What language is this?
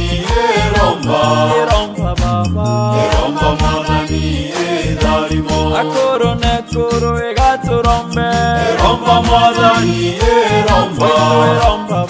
Meru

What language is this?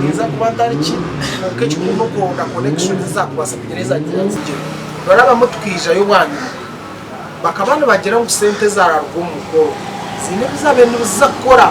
Nyankole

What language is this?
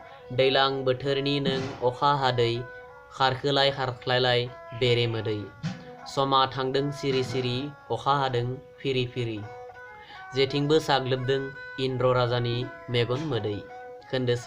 Bodo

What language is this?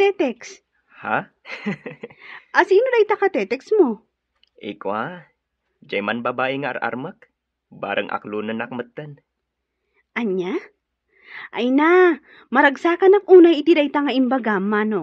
Iloko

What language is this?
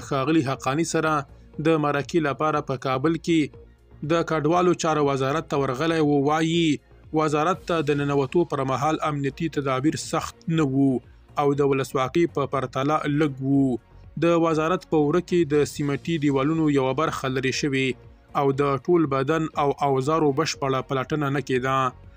Pashto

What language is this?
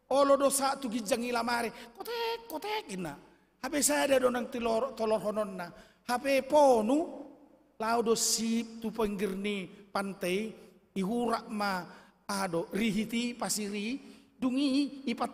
Batak Toba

